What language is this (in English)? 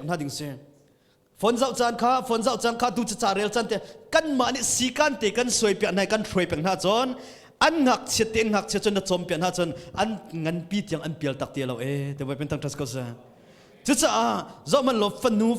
Hakha Chin